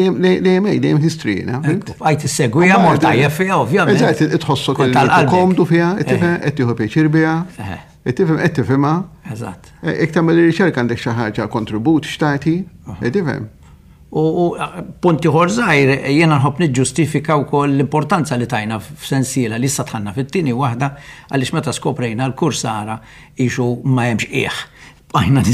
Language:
Maltese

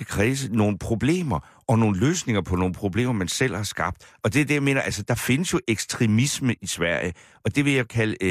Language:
Danish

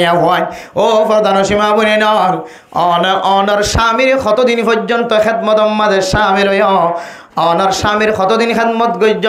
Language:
Rohingya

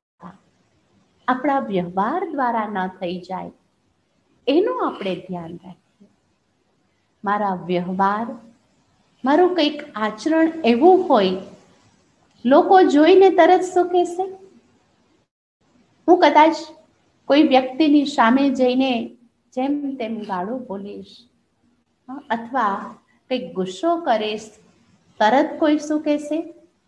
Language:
Gujarati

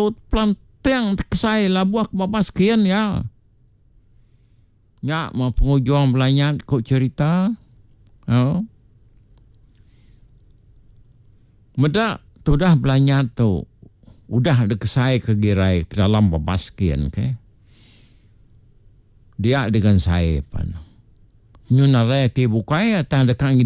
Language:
Iban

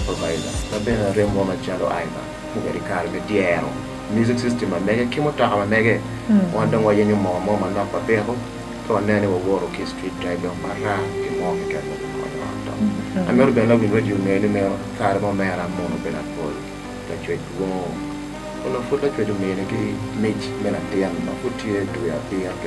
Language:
Acoli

